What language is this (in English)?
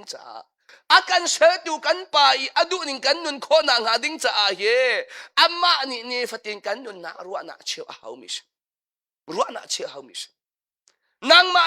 Hakha Chin